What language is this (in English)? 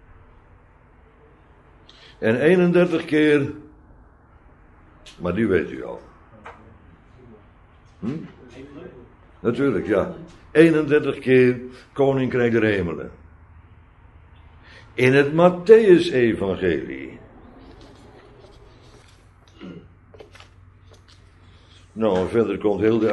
Dutch